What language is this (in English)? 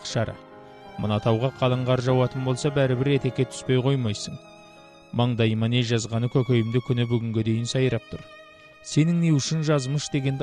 Kazakh